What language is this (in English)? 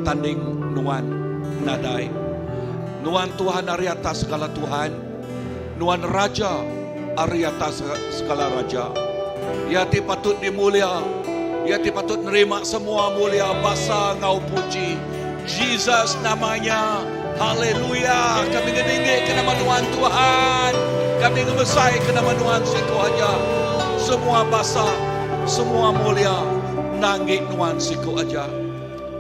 Iban